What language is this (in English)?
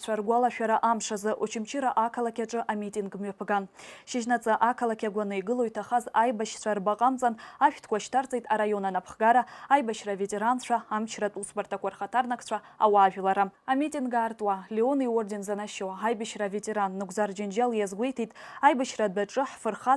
Abkhazian